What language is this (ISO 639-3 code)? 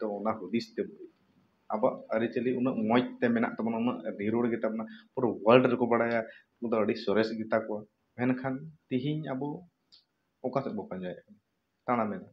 sat